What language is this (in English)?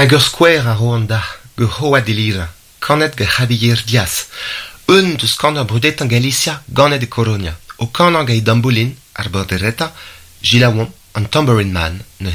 Breton